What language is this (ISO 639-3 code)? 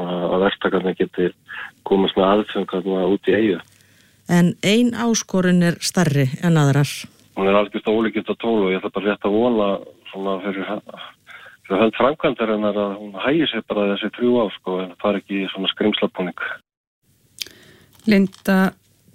isl